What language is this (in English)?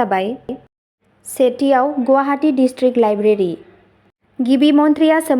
Bodo